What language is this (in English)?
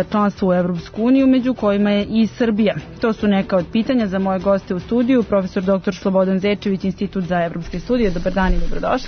Serbian